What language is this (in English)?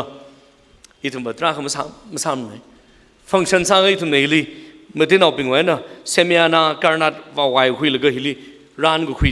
Tangkhul Naga (India)